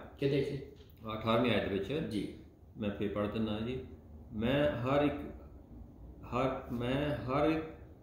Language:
Punjabi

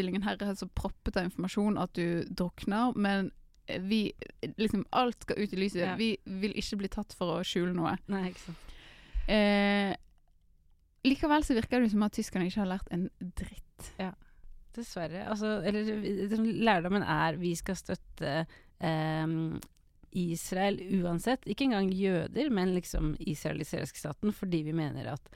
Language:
Norwegian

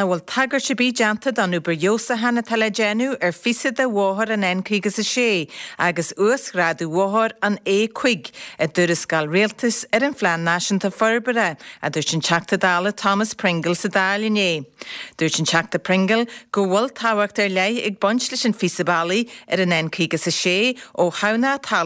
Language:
Irish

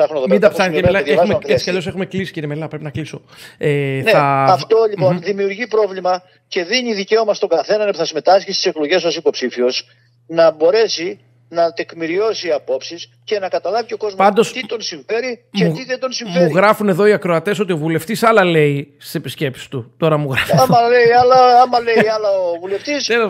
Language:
Greek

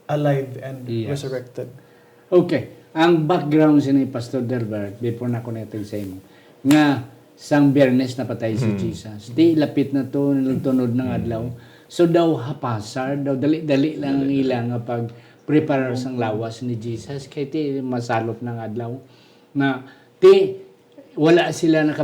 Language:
Hiligaynon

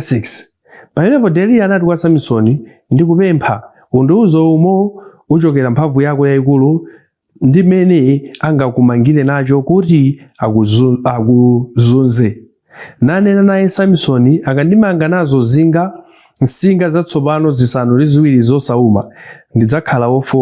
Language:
Nyanja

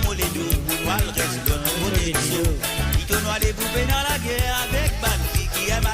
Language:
Morisyen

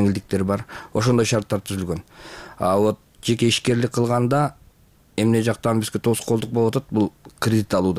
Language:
Kyrgyz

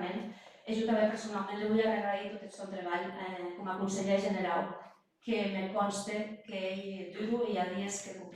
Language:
Occitan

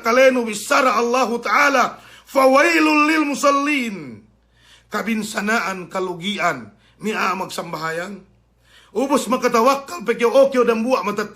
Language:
Yakan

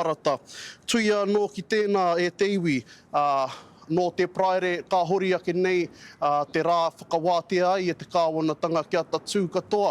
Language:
Māori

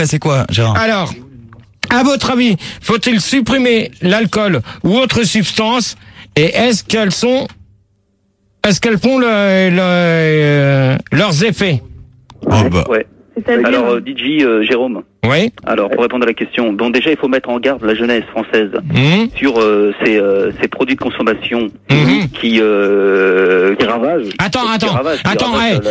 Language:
French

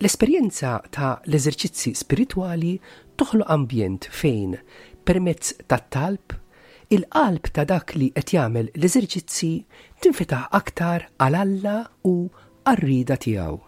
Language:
Maltese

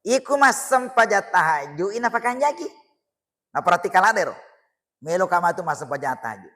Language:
Buginese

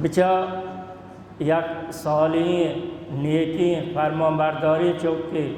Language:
Baluchi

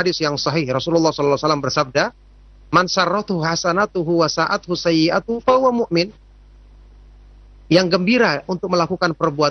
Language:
Indonesian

